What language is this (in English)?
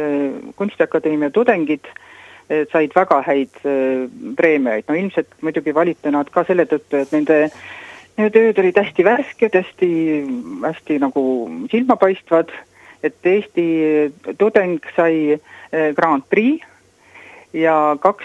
Estonian